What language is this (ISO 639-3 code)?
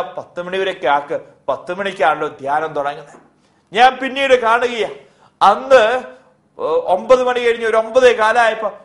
mal